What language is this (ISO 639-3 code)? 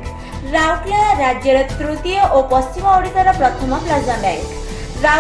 ori